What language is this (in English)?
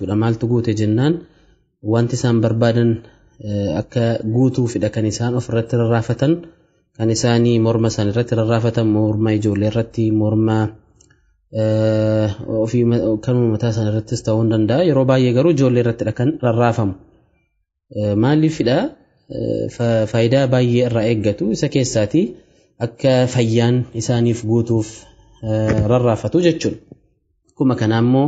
Oromo